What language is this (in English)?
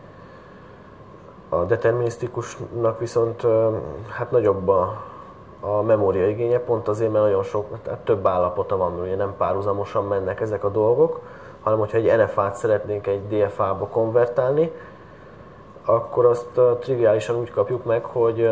Hungarian